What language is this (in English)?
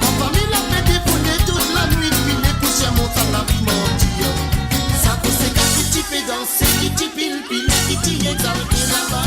Morisyen